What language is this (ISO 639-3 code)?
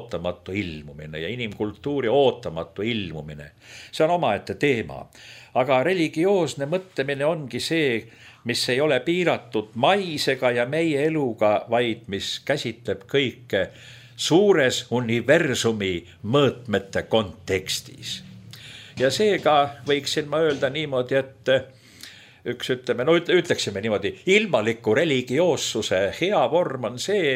est